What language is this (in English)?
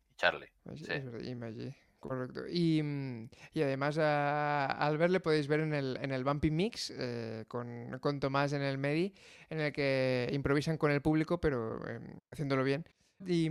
Spanish